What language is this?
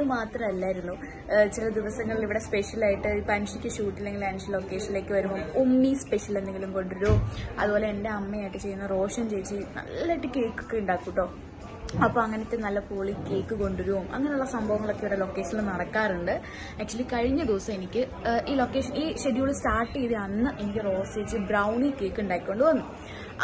Malayalam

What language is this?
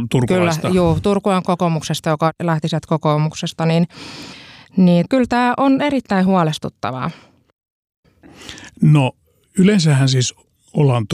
Finnish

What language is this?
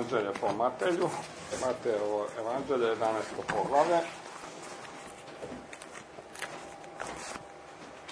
Croatian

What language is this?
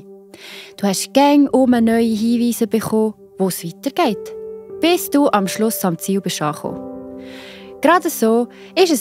Swiss German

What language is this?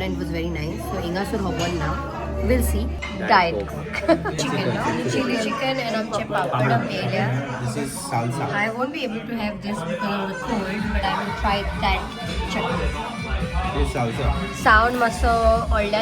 Konkani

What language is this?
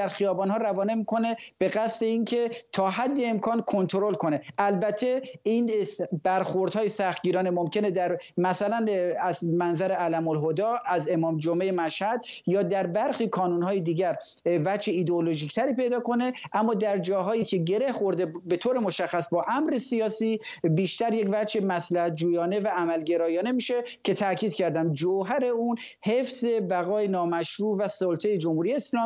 Persian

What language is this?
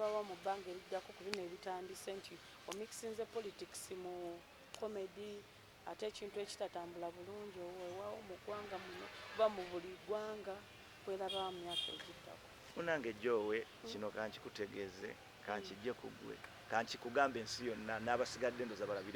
Ganda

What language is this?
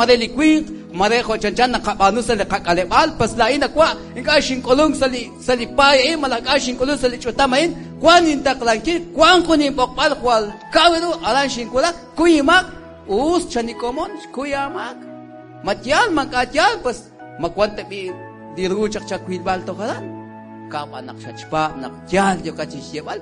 Kekchí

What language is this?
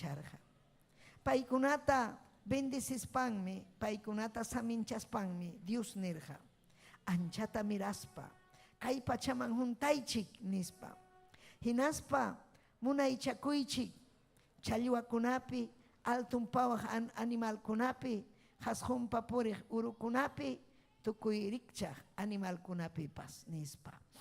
Ayacucho Quechua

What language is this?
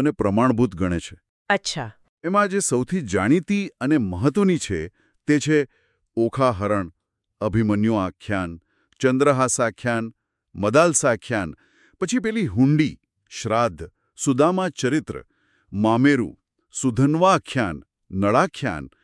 Gujarati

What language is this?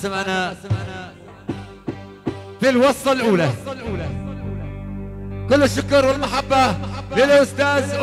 Arabic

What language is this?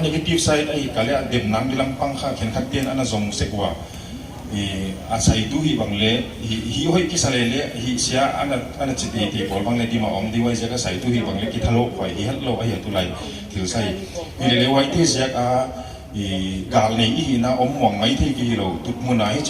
Paite Chin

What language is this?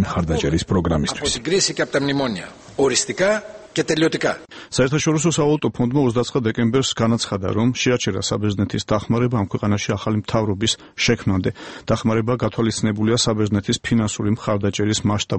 Georgian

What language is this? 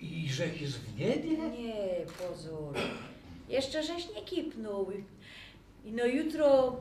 Silesian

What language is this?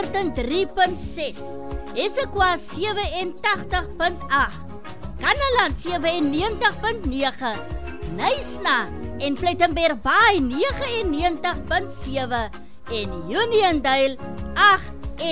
Afrikaans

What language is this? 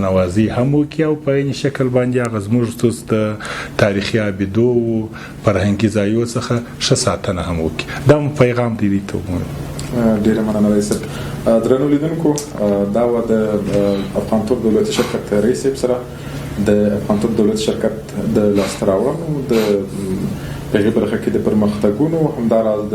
Pashto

